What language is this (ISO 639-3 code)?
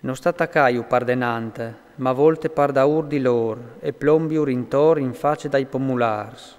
fur